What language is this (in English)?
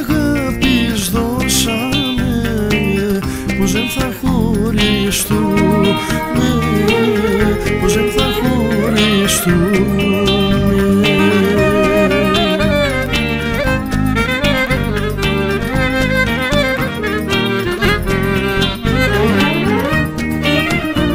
Greek